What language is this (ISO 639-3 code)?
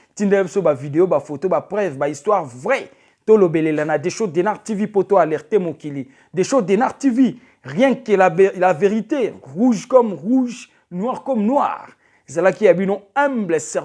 lin